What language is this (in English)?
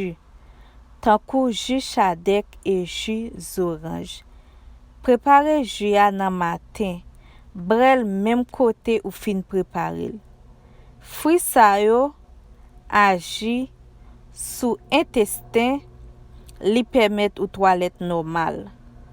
Haitian Creole